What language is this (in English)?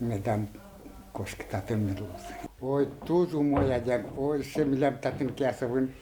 Udmurt